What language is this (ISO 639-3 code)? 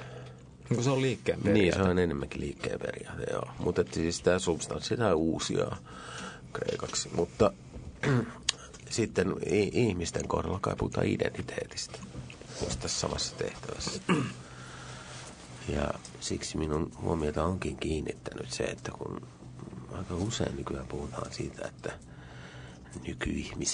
fin